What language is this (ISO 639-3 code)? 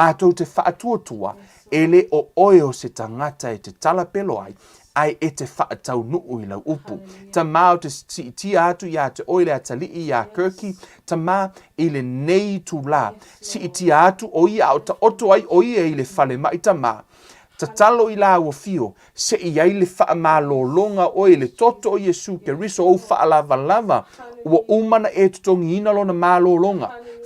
smo